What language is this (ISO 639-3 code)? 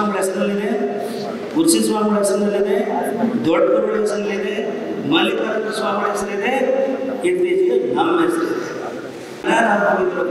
kan